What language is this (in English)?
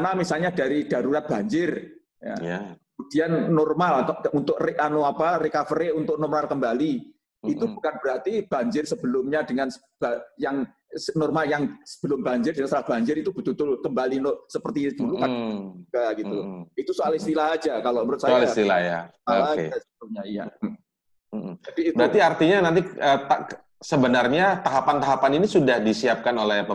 Indonesian